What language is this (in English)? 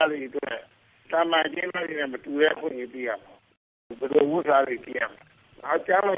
Burmese